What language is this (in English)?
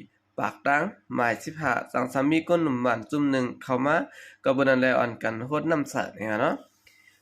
Shan